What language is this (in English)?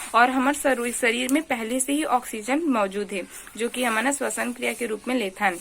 Chhattisgarhi